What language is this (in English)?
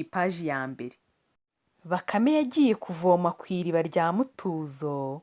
Kinyarwanda